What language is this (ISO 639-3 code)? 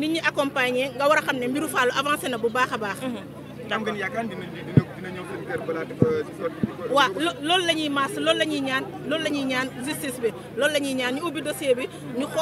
wol